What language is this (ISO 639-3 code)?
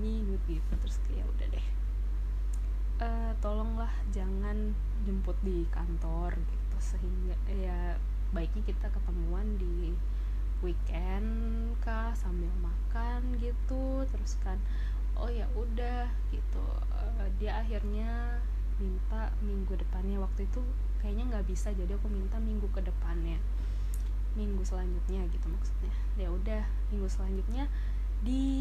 ind